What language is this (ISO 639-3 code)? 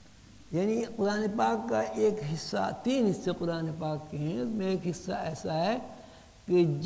urd